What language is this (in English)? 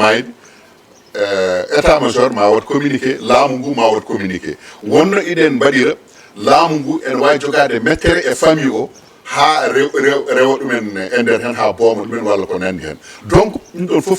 Fula